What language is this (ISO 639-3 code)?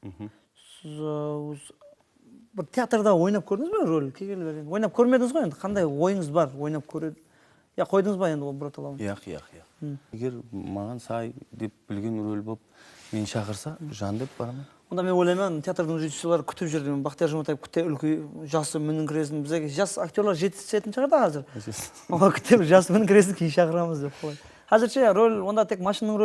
kaa